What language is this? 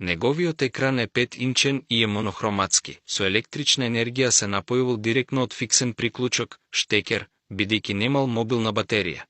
Macedonian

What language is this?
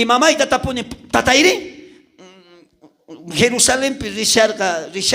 South Bolivian Quechua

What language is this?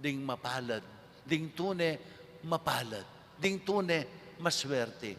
Pampanga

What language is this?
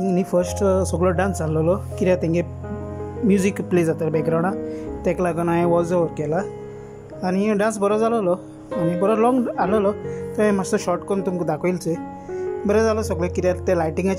Konkani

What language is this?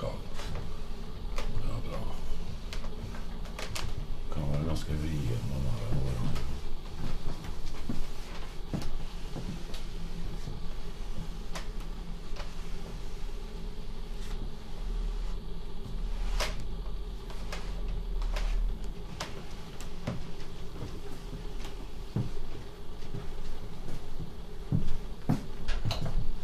Norwegian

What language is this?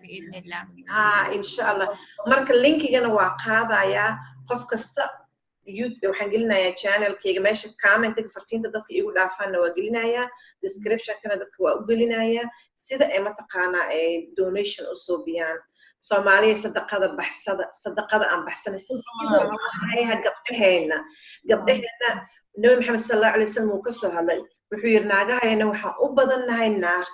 Somali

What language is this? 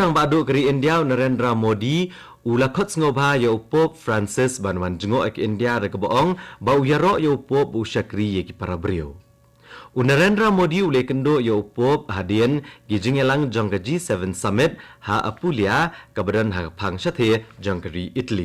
Khasi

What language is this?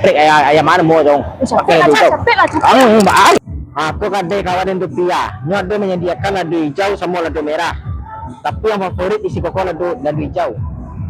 Minangkabau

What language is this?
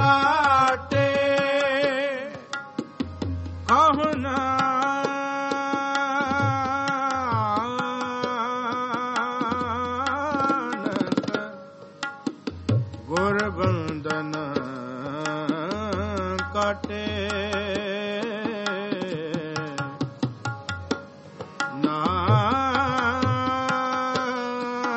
Punjabi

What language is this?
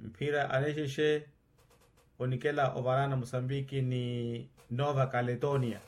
Makhuwa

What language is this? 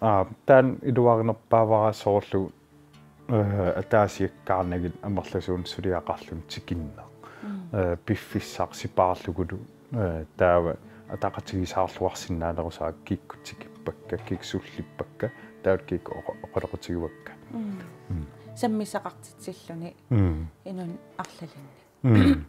Kalaallisut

